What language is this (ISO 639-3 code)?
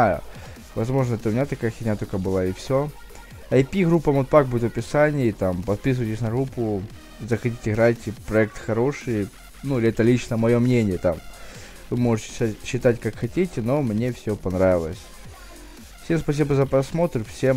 rus